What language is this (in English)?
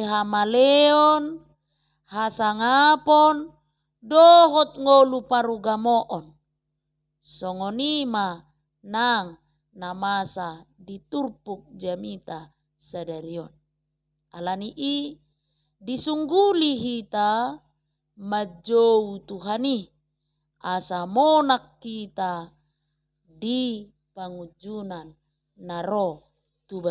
Batak Toba